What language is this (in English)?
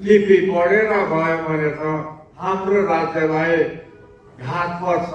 Nepali